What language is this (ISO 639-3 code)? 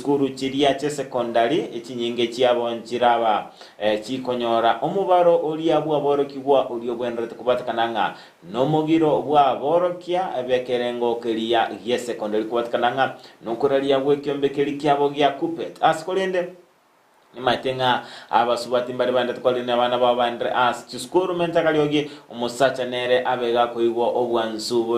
guz